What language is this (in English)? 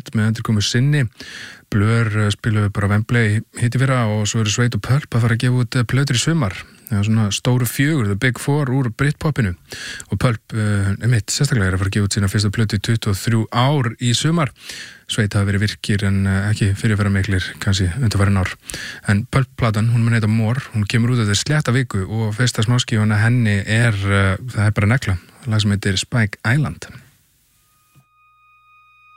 Icelandic